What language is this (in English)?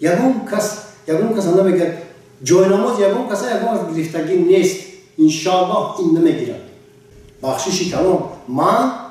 Tajik